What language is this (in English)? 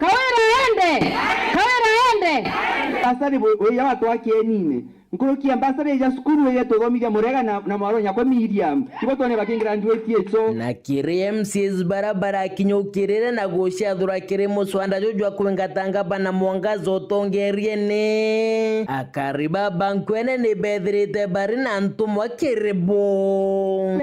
Meru